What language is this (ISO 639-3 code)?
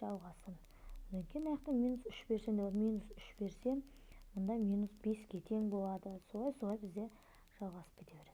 kaz